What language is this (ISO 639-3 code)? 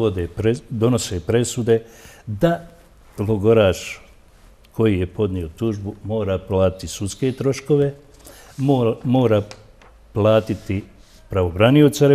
bos